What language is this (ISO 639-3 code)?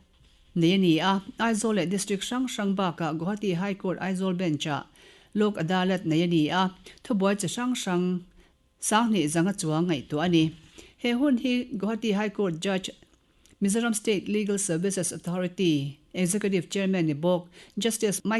lus